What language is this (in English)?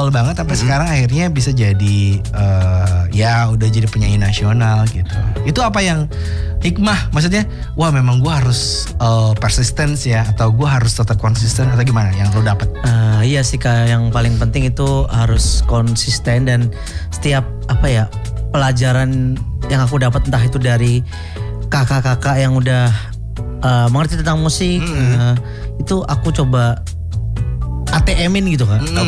Indonesian